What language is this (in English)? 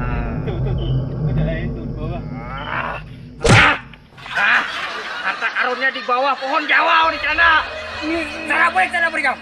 Banjar